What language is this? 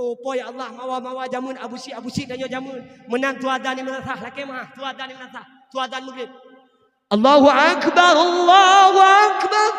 Achinese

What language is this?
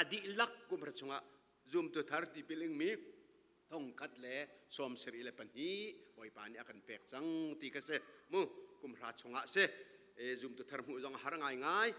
Hakha Chin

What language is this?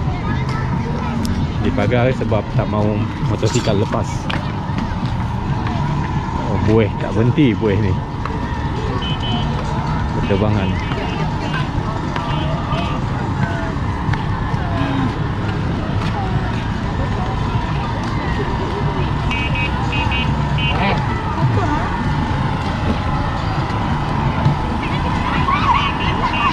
Malay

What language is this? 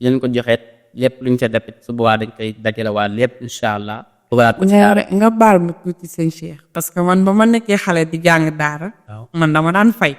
Wolof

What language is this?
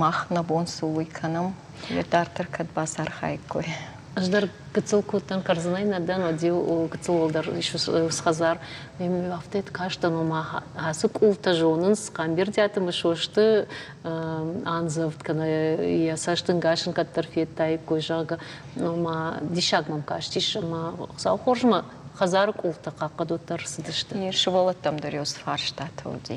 Ossetic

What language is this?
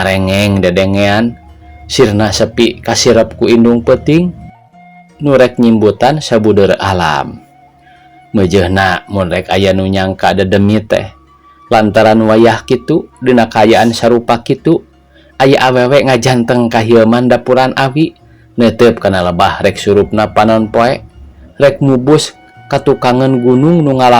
Sundanese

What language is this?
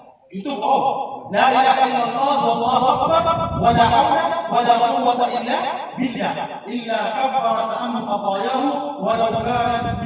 Maranao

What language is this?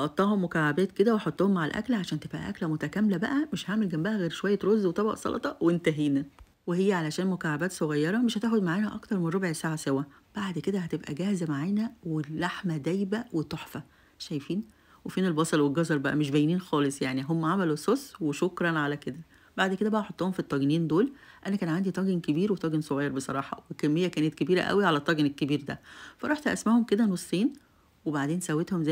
Egyptian Arabic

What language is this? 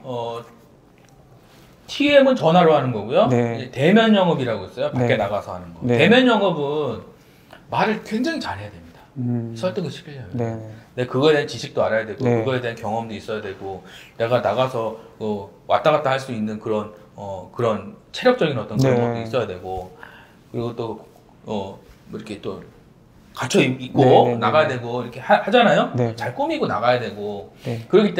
Korean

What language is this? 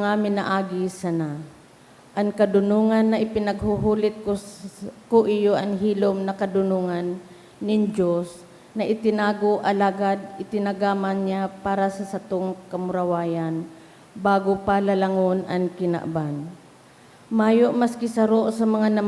Bikol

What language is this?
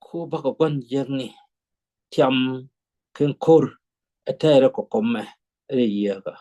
Nuer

